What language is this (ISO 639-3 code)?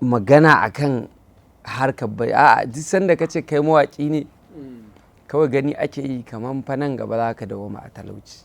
hau